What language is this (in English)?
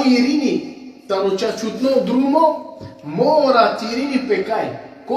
Balkan Romani